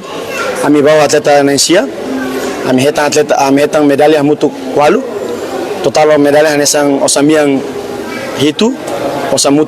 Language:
Tetum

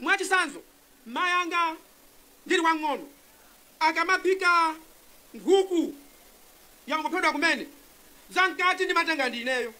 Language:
Nyanja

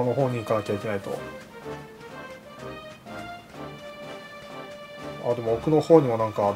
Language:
Japanese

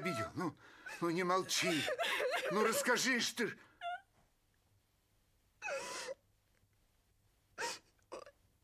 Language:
Russian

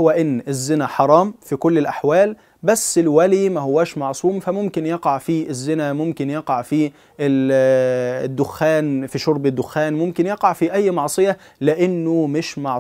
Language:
Egyptian Arabic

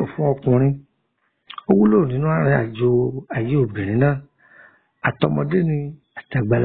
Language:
Yoruba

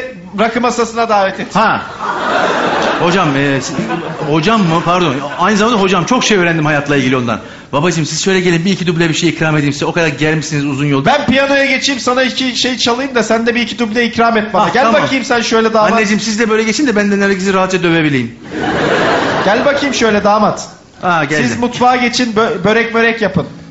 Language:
Turkish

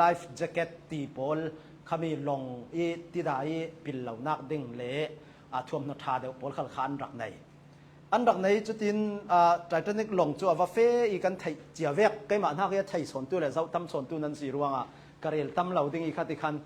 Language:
Hakha Chin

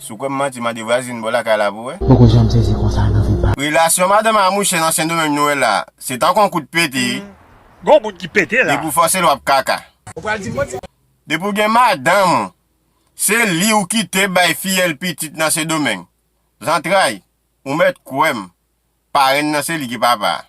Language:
Haitian Creole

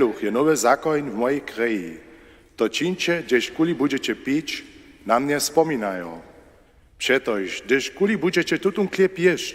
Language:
Upper Sorbian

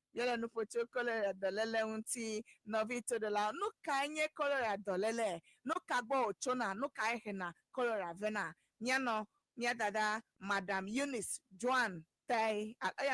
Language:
Ewe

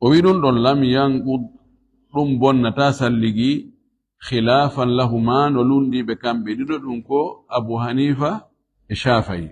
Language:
Fula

